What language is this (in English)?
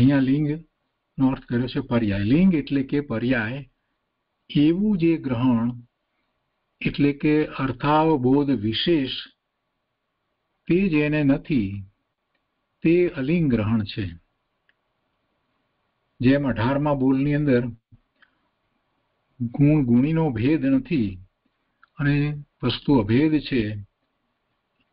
Gujarati